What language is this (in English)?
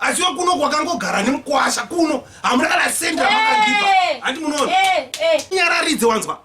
Shona